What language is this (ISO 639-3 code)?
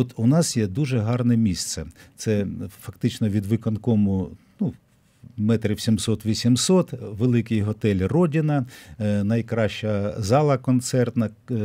ukr